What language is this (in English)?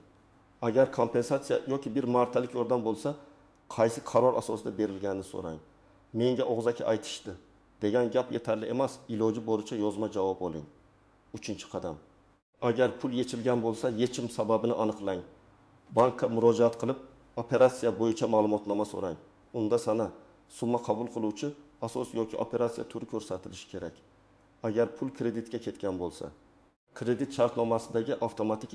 Uzbek